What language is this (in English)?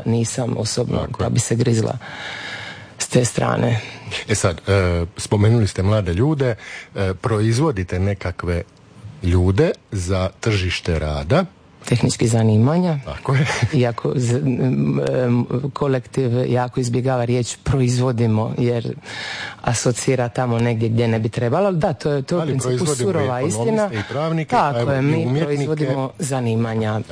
Croatian